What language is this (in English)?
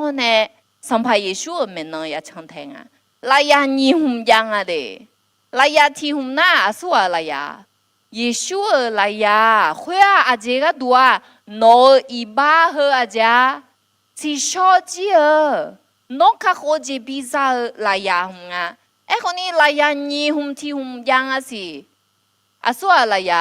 Akha